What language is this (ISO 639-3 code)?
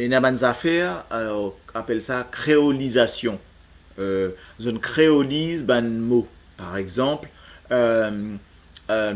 mfe